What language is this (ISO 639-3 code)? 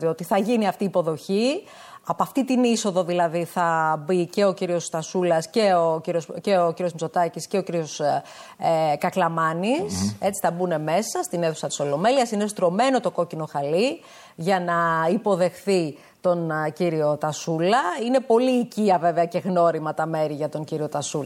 ell